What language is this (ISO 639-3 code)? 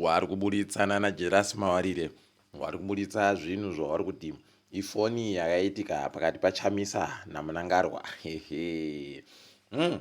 ndc